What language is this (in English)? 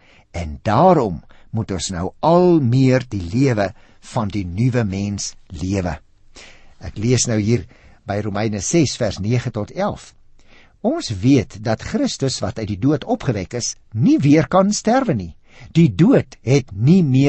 Afrikaans